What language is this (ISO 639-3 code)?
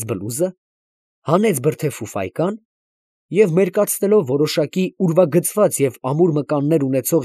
hye